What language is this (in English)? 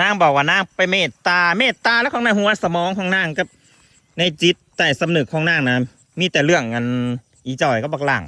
Northeastern Thai